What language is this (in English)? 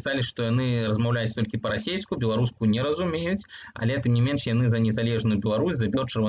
Belarusian